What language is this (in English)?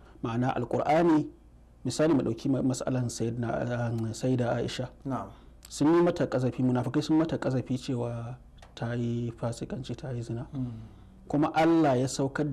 Hausa